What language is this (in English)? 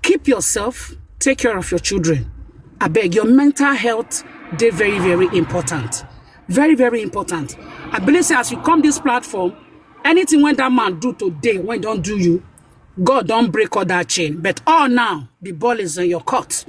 Nigerian Pidgin